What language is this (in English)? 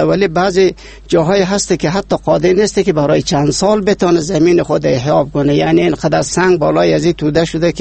Persian